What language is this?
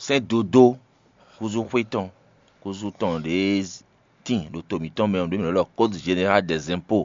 Fon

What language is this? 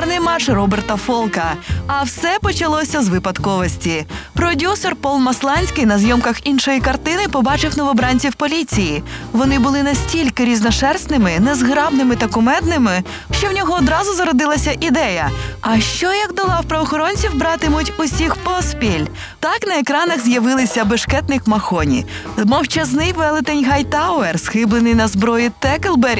Ukrainian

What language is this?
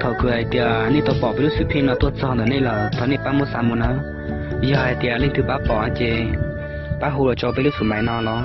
Hmong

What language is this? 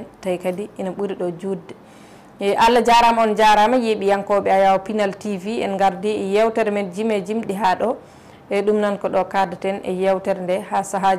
Fula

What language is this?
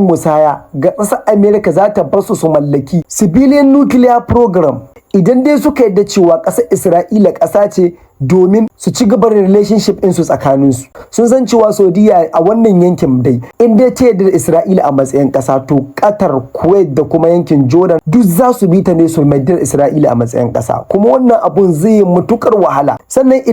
Hausa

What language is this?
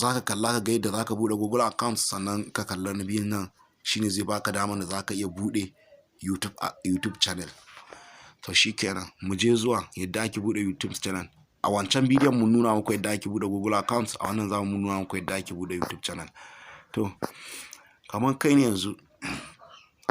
Hausa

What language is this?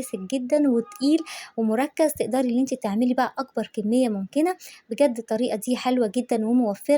Egyptian Arabic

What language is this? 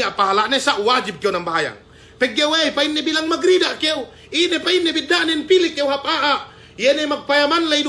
Yakan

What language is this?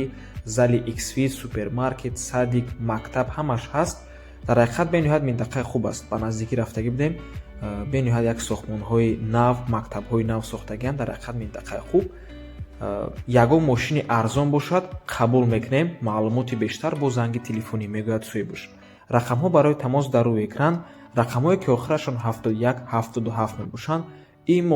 Tajik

